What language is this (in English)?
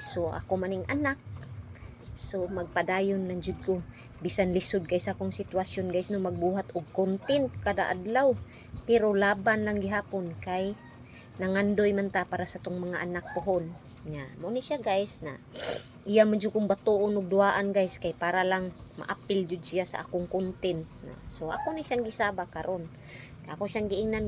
Cebuano